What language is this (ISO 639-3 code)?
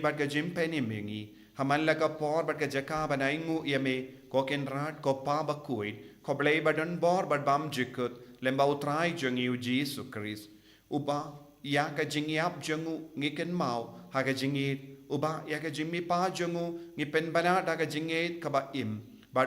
kha